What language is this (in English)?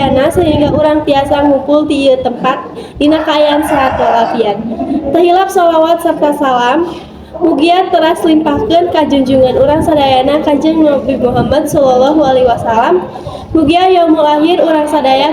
Sundanese